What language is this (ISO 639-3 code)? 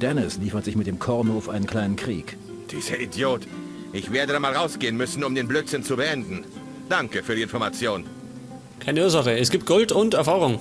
bar